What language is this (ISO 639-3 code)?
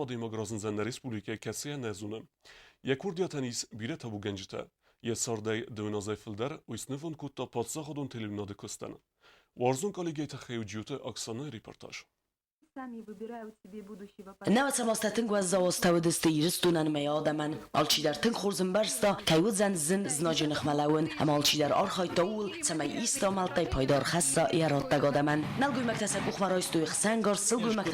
oss